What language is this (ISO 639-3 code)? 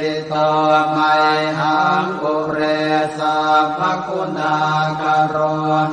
pli